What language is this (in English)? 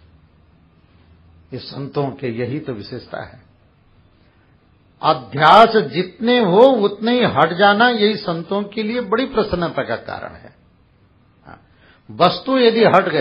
Hindi